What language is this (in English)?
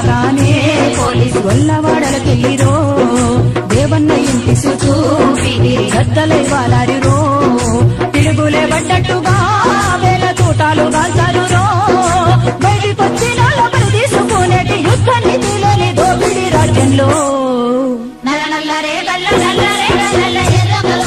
Telugu